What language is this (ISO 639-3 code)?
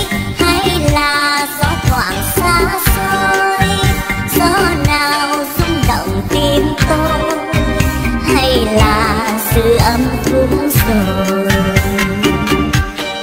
vie